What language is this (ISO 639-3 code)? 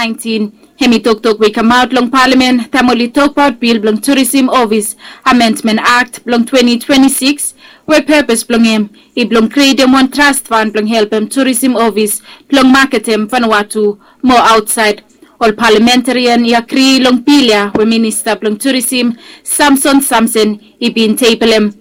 bis